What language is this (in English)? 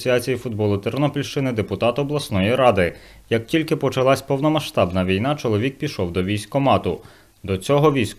Ukrainian